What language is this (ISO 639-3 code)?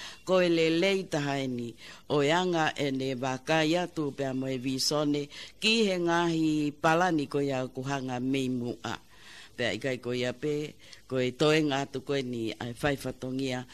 ton